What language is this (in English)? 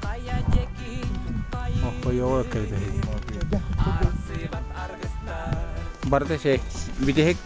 Yakut